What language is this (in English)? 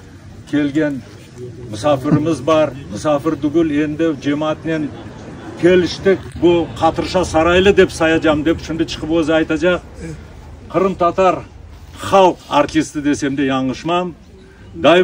Crimean Tatar